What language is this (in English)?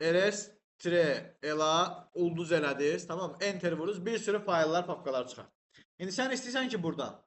Azerbaijani